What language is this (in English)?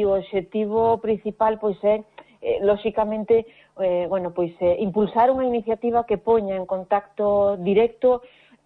Galician